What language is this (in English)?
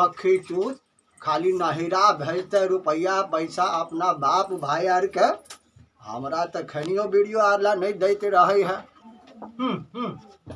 Maithili